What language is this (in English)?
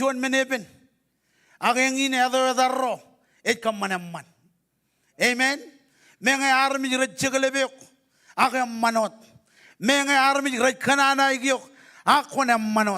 Marshallese